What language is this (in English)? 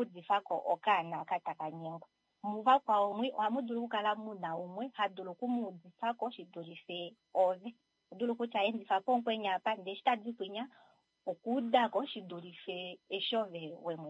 Kuanyama